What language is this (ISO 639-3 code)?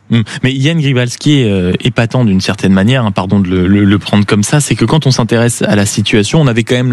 fra